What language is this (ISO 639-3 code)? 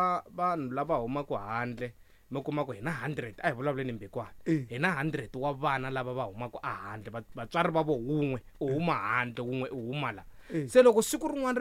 tso